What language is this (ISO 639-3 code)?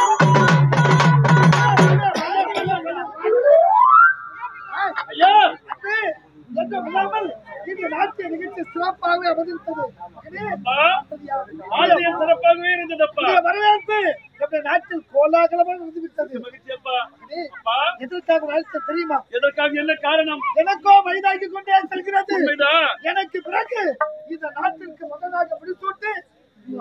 tam